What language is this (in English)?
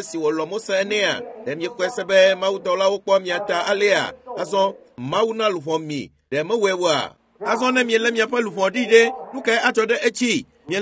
Ewe